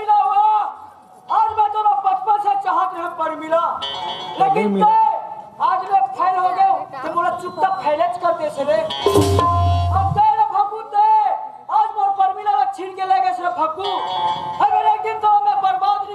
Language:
Chhattisgarhi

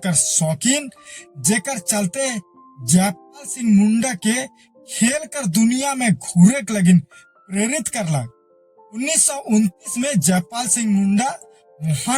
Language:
Sadri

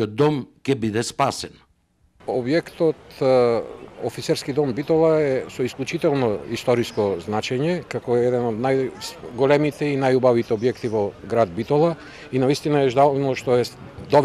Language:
Macedonian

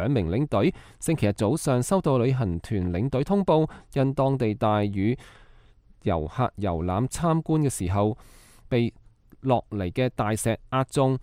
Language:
Cantonese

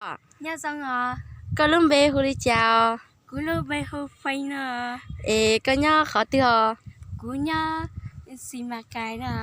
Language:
Hmong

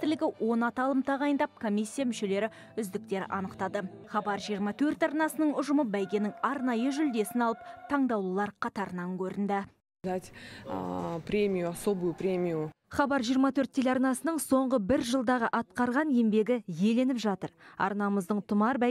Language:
Kazakh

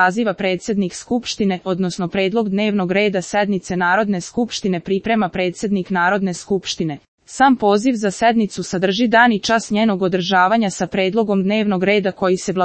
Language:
Serbian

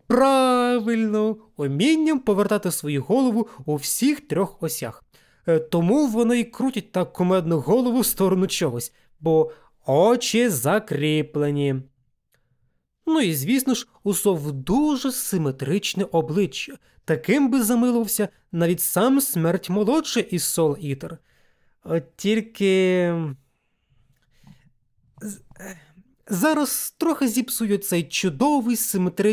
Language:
Ukrainian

